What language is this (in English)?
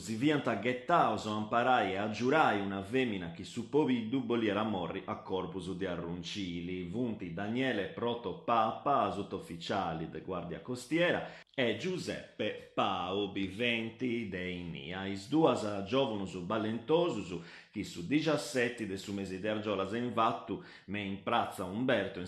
Sardinian